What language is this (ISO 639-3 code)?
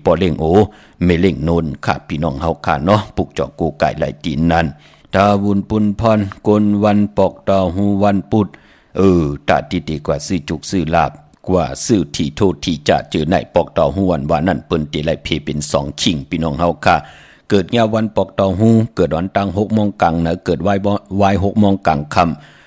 shn